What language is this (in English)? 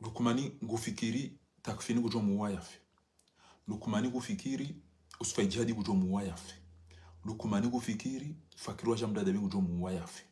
Ngazidja Comorian